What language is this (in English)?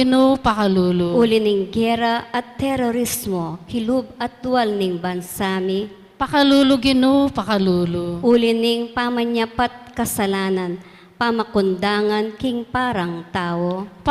Pampanga